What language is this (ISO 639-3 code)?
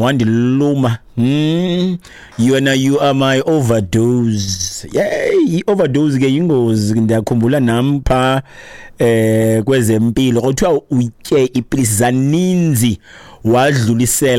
xho